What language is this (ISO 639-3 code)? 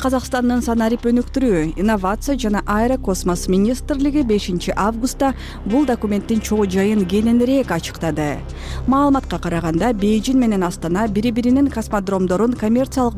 kir